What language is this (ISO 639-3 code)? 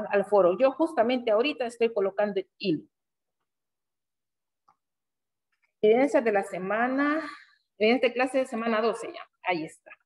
spa